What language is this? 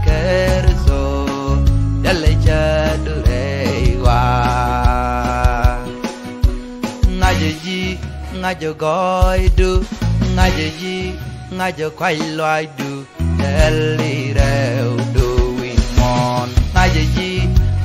Vietnamese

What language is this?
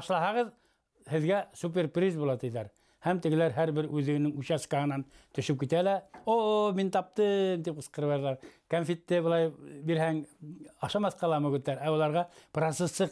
Bashkir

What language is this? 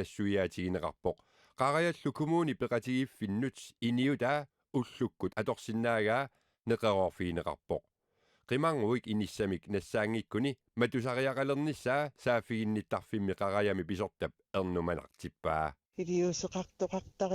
Kalaallisut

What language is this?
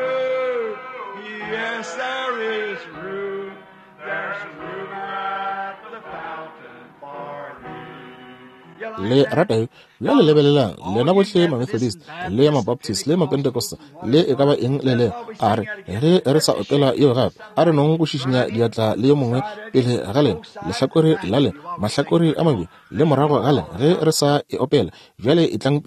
Northern Sotho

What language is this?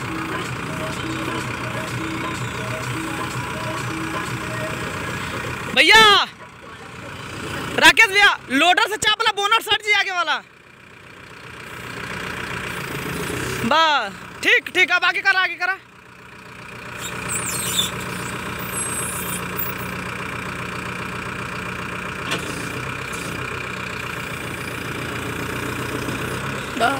Bhojpuri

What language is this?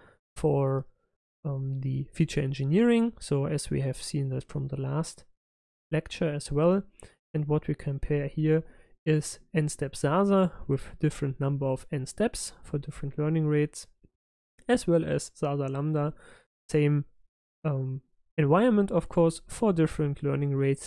English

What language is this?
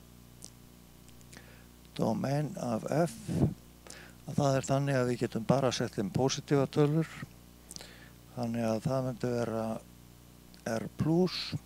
Icelandic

